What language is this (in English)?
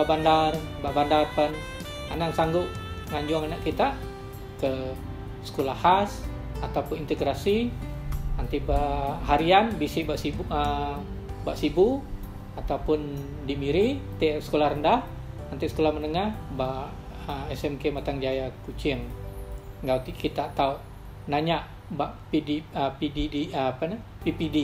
Iban